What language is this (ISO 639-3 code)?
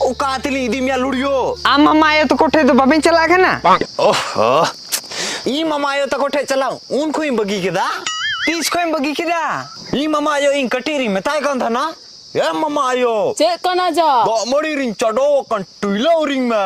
sat